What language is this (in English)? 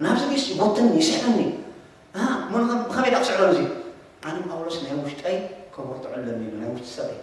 Tigrinya